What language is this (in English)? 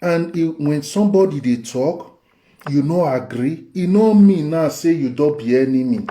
Nigerian Pidgin